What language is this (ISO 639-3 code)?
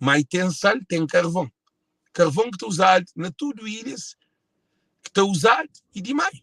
kea